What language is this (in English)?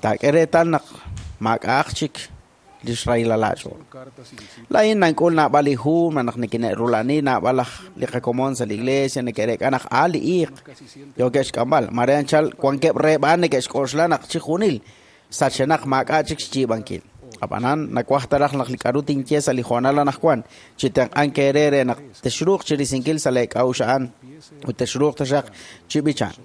Kekchí